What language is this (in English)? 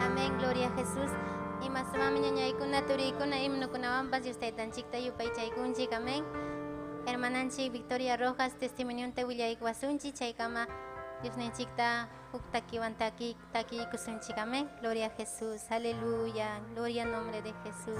Ayacucho Quechua